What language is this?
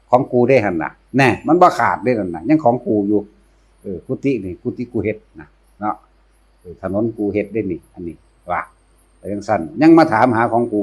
Northeastern Thai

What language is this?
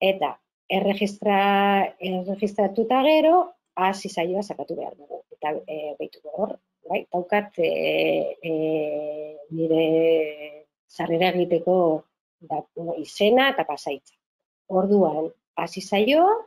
Basque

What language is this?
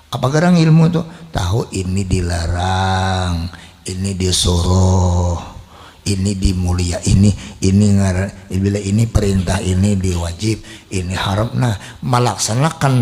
Banjar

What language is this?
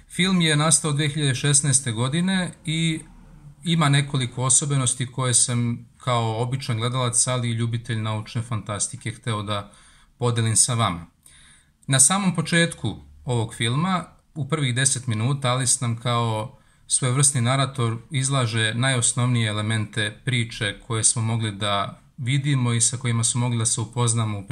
Serbian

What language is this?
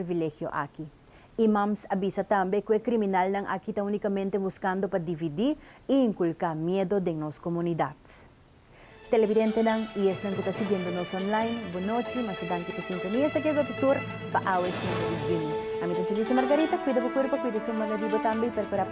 Papiamento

